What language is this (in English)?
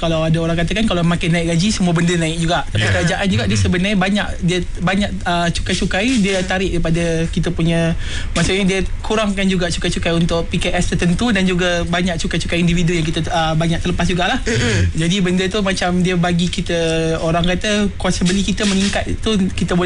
Malay